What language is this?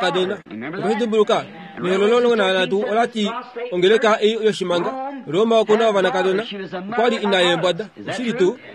Kuanyama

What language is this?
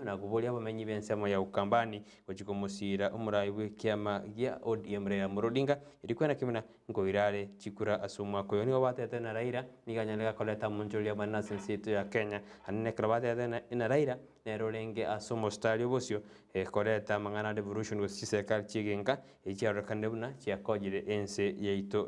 Gusii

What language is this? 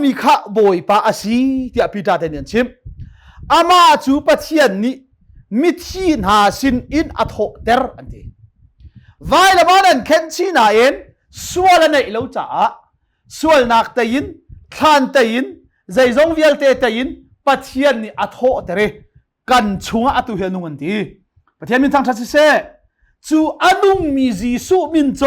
Hakha Chin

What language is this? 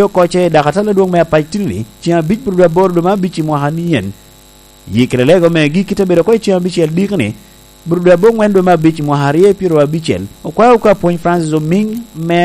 Lango (Uganda)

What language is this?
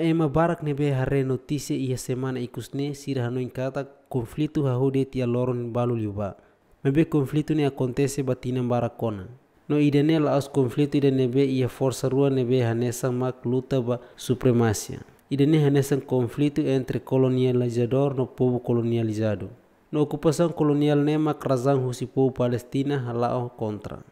Tetum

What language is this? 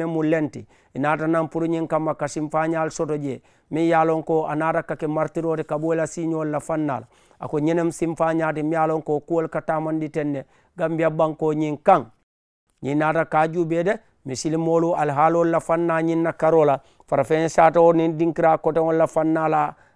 Mandingo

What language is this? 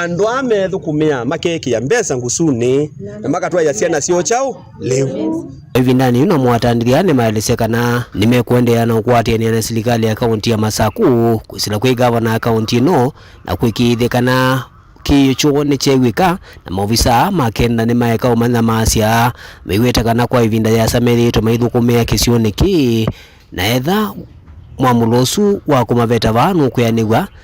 Kamba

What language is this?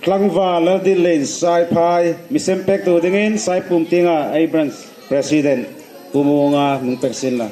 Hmar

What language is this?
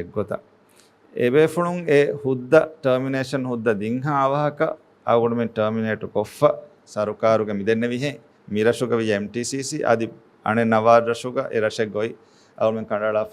Divehi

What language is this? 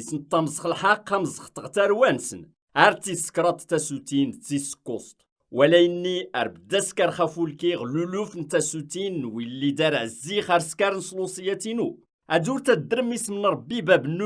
Kabyle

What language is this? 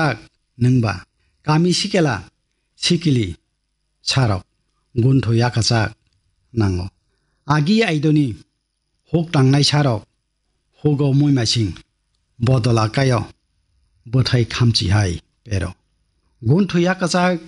Kok Borok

